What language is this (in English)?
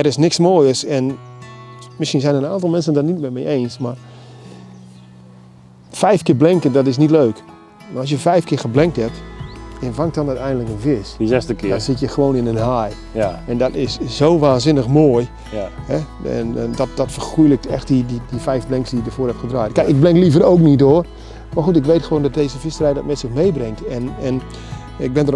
Dutch